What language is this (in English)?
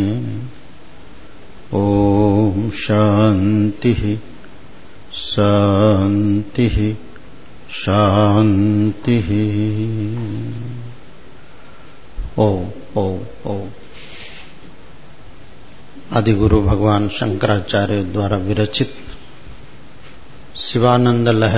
Hindi